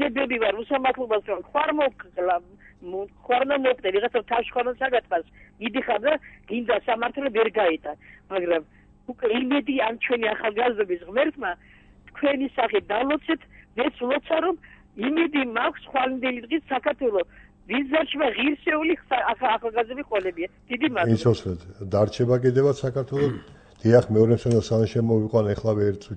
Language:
Georgian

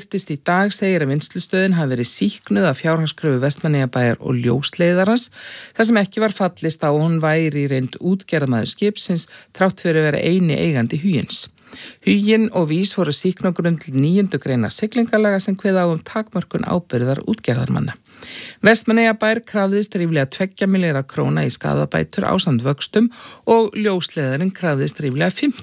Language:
Icelandic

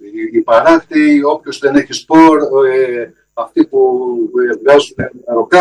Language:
Greek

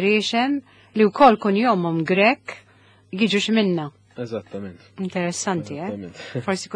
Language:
Maltese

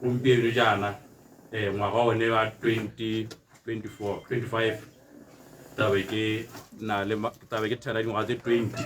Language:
Tswana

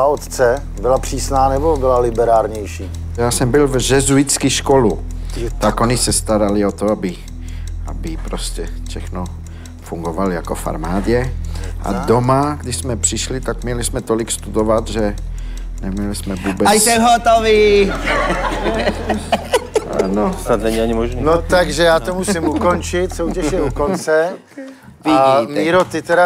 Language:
Czech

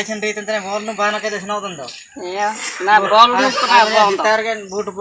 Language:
Ho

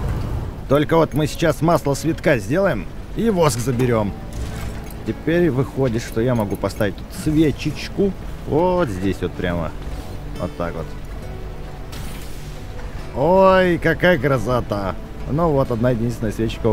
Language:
Russian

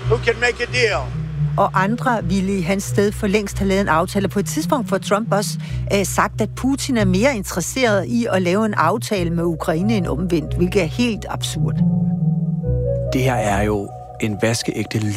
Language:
Danish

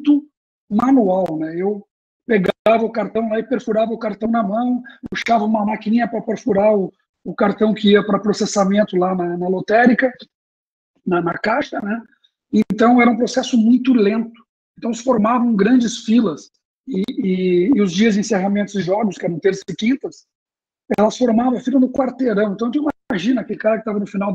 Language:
Portuguese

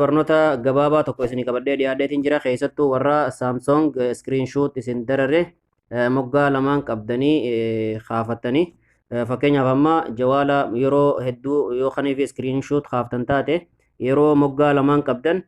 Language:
Oromo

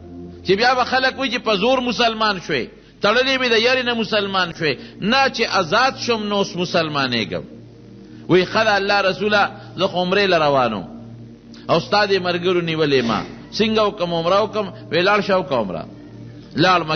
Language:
Pashto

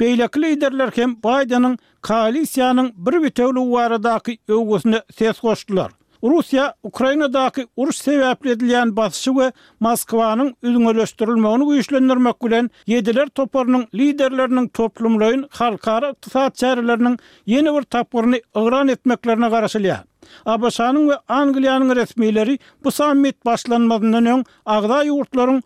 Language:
Turkmen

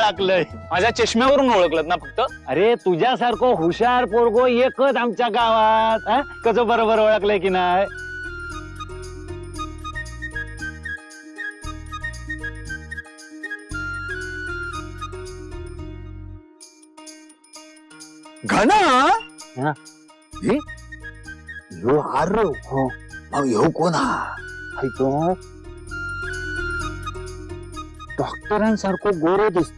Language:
Marathi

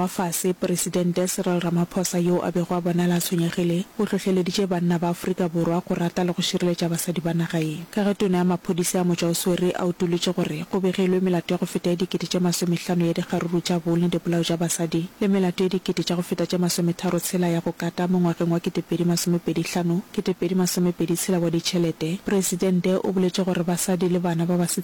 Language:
Northern Sotho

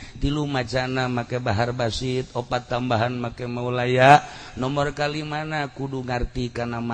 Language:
Sundanese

